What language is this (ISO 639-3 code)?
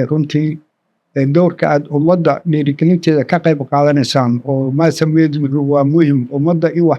som